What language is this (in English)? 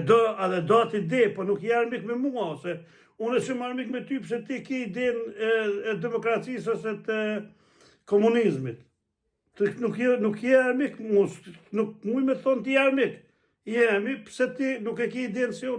Albanian